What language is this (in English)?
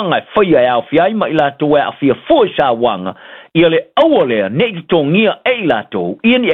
Samoan